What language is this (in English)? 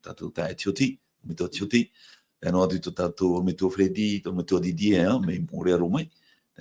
Tahitian